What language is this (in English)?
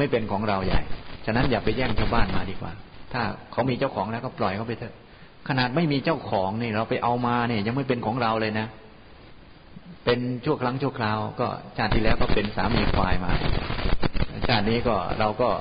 Thai